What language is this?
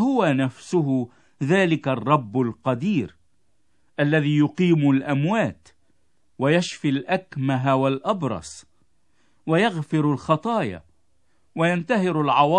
Arabic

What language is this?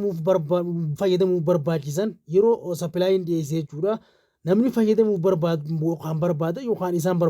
Oromo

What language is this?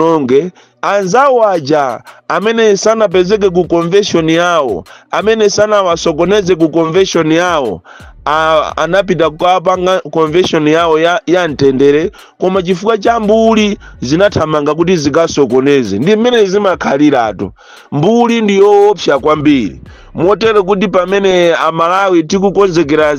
Nyanja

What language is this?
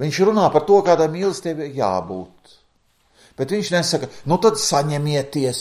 Latvian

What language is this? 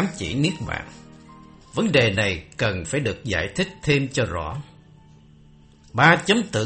Vietnamese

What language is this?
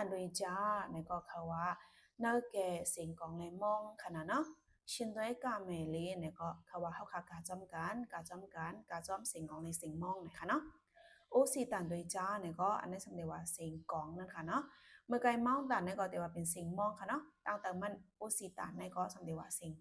Shan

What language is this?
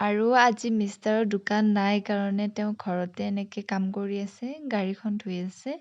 Assamese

